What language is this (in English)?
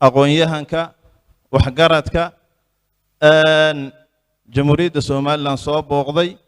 Somali